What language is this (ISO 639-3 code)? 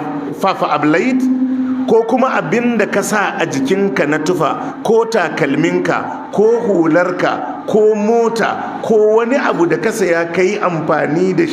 hau